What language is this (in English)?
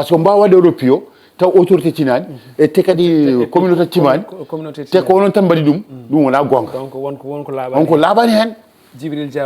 Fula